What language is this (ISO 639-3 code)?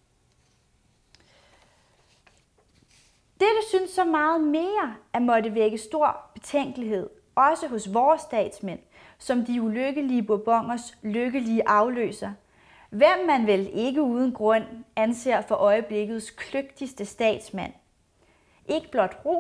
dan